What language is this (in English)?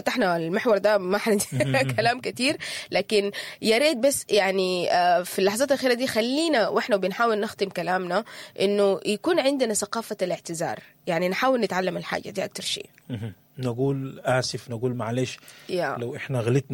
Sudanese Arabic